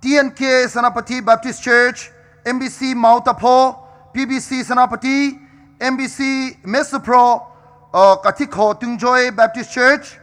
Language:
Poumei Naga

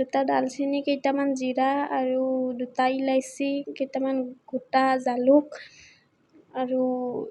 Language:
Assamese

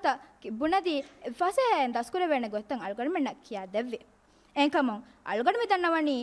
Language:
Divehi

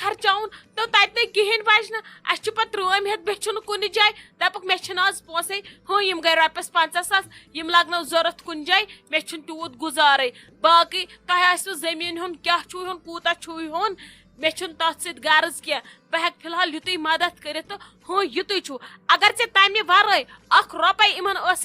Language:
Kashmiri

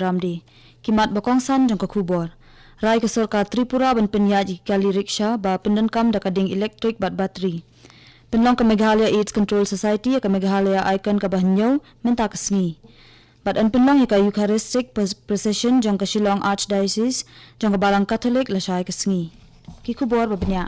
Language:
Khasi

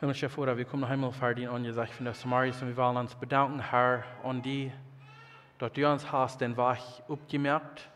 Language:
Plautdietsch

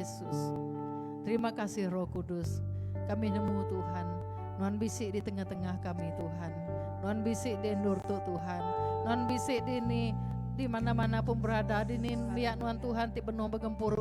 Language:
Iban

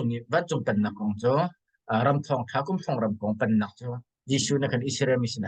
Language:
Hakha Chin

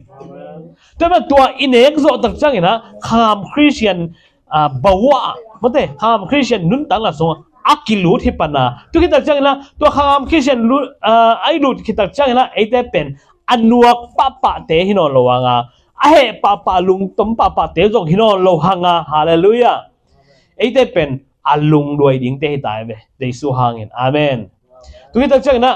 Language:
Tedim Chin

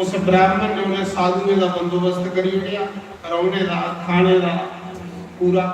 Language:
Dogri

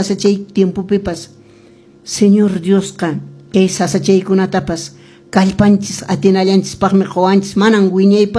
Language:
Quechua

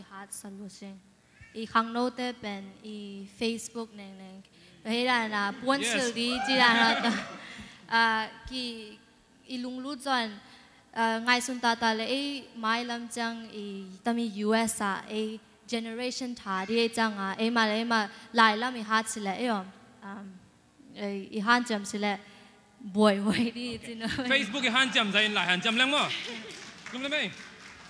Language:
Tedim Chin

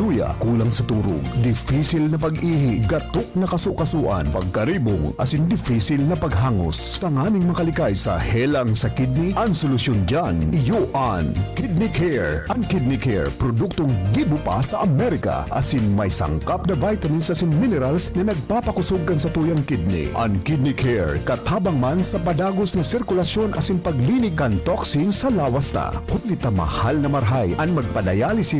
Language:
Bikol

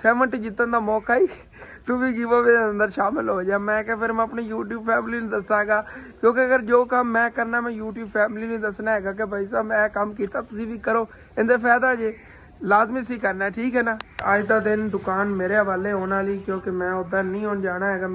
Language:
Punjabi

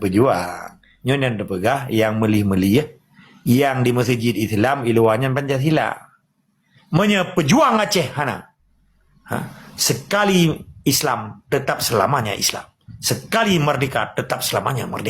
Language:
Achinese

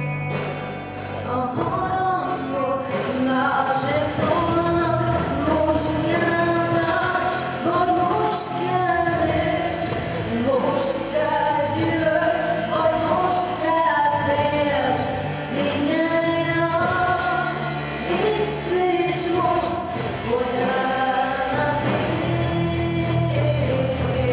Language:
Hungarian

